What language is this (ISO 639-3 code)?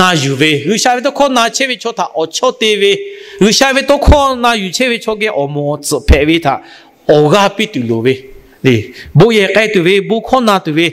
lhu